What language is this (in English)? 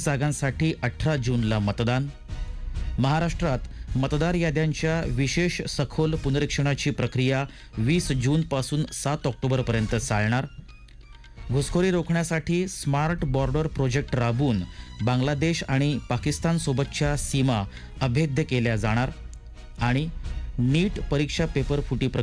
Marathi